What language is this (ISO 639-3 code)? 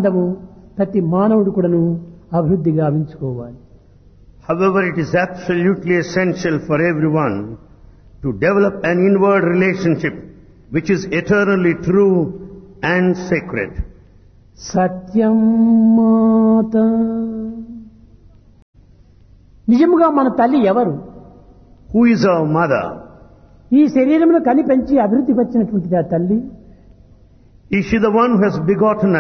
tel